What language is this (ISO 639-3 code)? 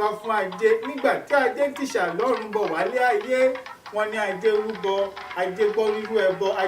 yor